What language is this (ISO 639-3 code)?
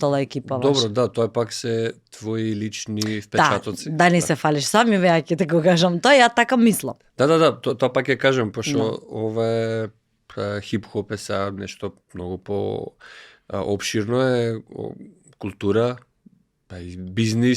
mkd